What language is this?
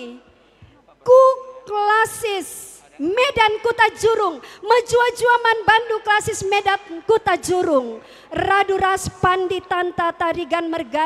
Batak Karo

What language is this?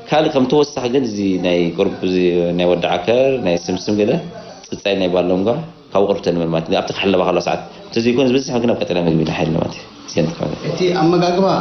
Tigrinya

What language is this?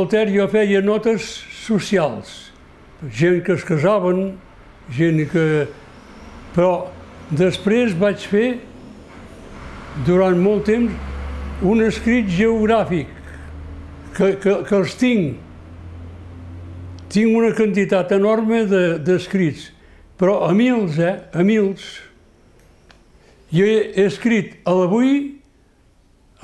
Catalan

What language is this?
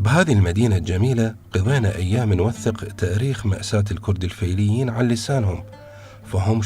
Mesopotamian Arabic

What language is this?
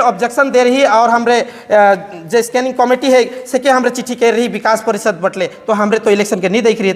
Sadri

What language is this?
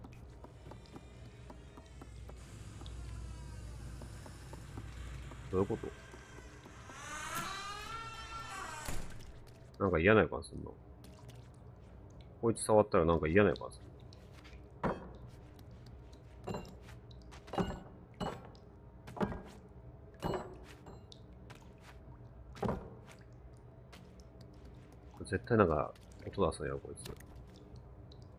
Japanese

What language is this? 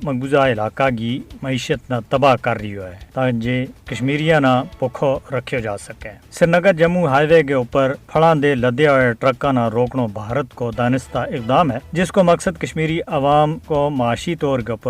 Gujari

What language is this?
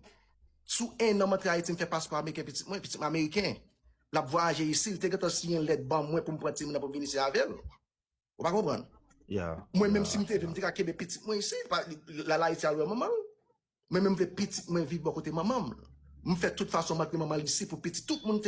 Haitian Creole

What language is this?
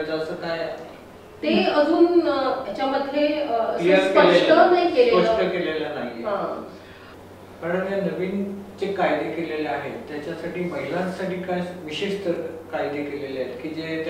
Marathi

